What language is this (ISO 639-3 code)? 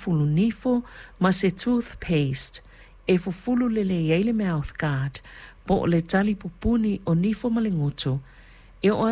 smo